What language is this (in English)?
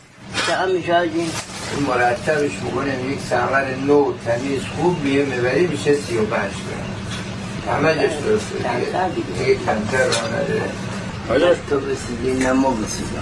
Persian